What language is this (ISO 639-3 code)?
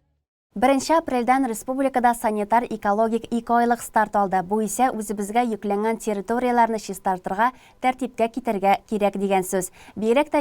tat